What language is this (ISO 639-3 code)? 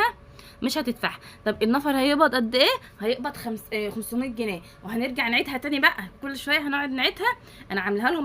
arz